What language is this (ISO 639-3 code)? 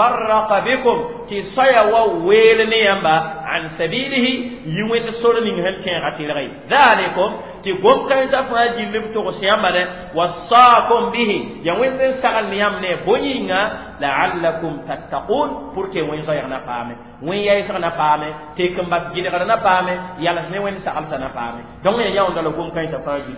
mos